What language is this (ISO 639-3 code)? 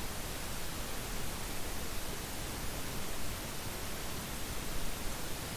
mal